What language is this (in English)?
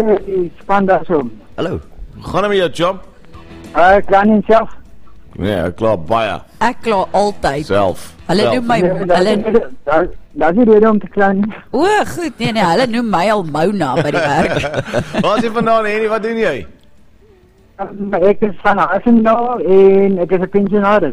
Afrikaans